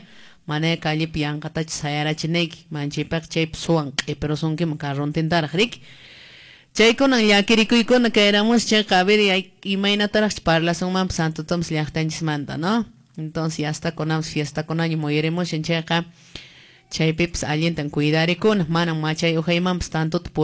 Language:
Quechua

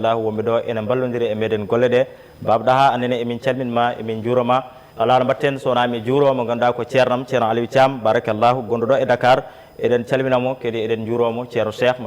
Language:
Fula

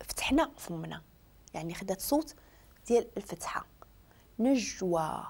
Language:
Moroccan Arabic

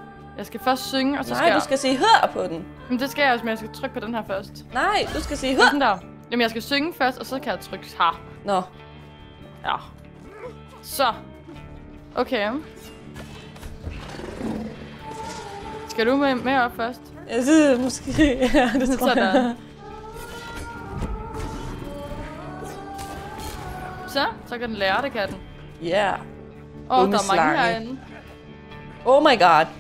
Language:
Danish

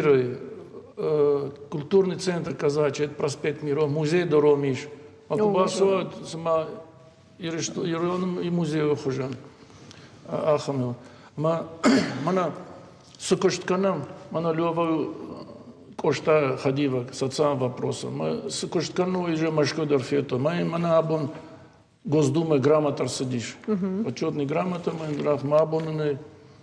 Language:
Ossetic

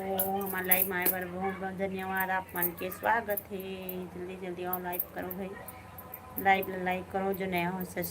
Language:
Chhattisgarhi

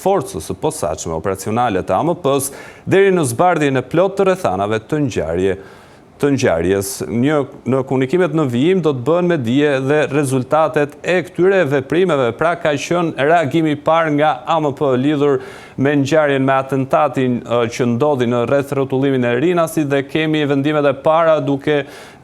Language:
Albanian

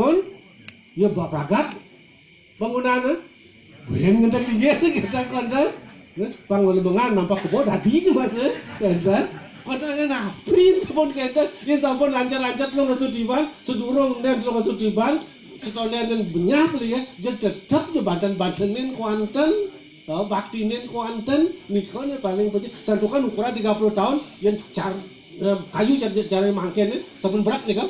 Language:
Balinese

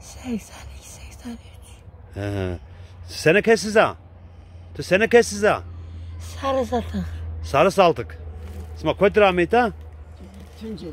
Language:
Zaza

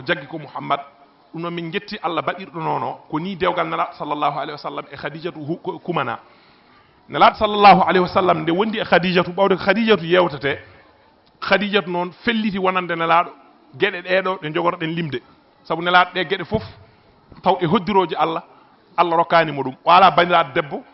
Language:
Fula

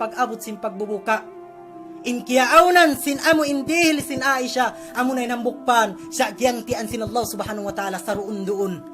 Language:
Tausug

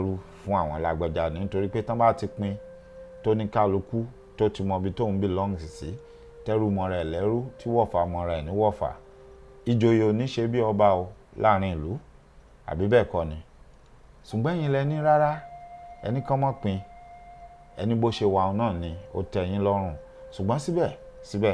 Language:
Yoruba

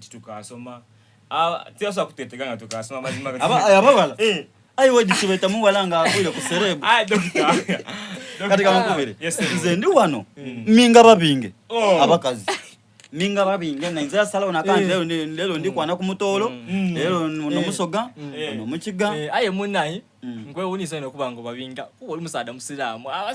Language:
Soga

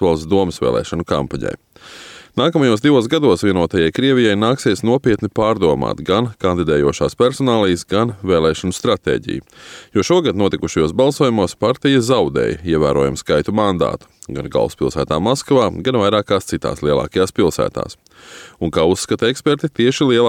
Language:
Latvian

